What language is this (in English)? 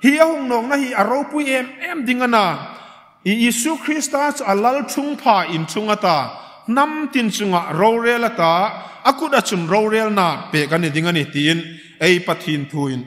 Hmar